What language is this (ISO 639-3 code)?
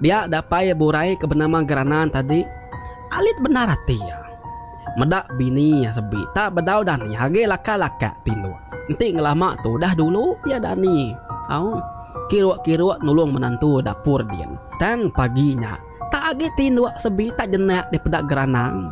iba